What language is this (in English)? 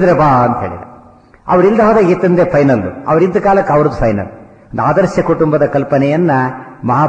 Kannada